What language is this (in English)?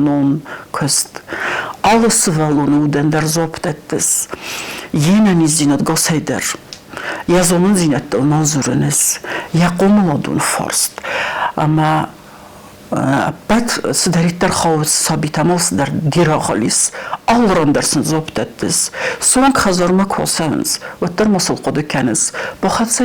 Ossetic